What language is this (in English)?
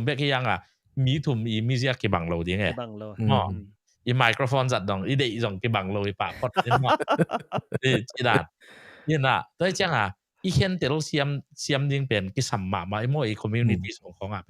Tedim Chin